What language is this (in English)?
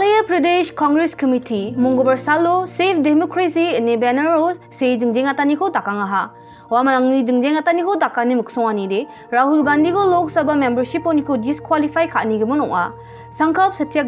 Garo